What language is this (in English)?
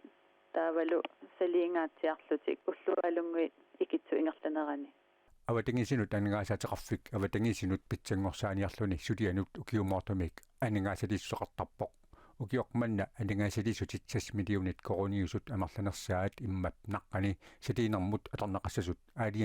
Kalaallisut